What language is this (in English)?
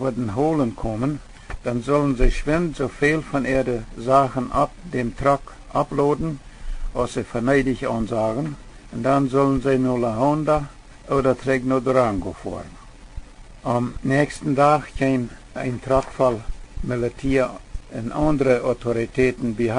Plautdietsch